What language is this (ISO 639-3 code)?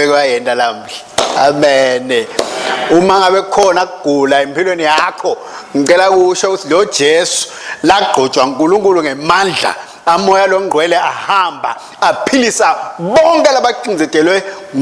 ssw